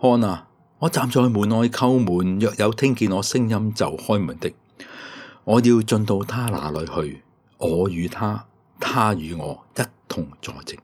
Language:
Cantonese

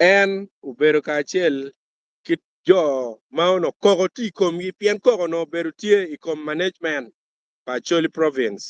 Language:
Acoli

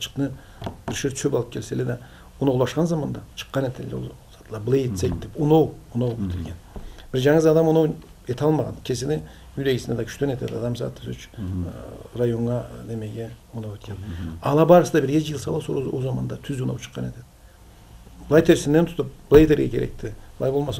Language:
Karachay-Balkar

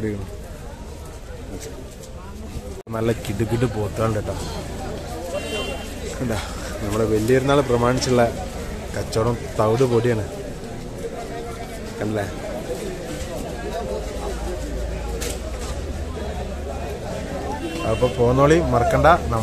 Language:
Malayalam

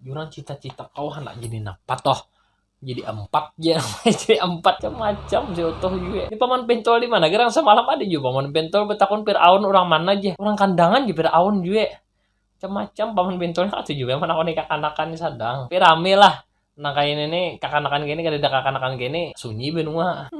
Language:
Banjar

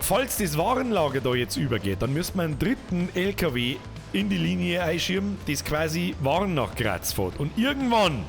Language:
Bavarian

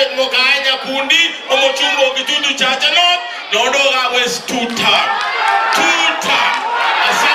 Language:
Gusii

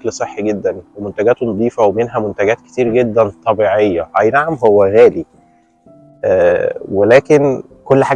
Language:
Egyptian Arabic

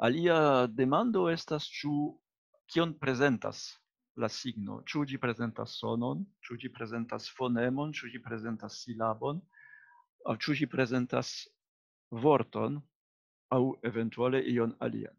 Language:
Esperanto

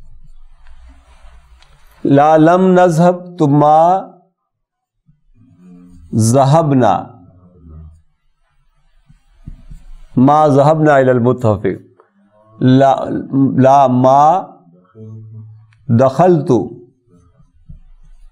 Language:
Urdu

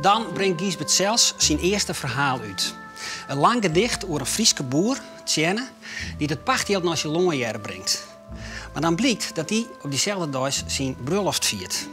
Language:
Western Frisian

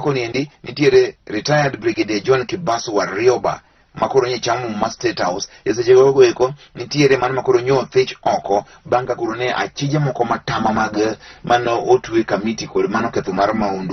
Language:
Luo (Kenya and Tanzania)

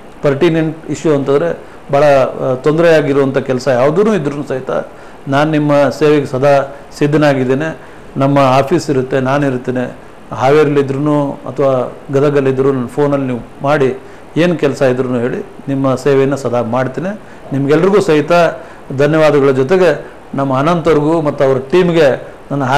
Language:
Kannada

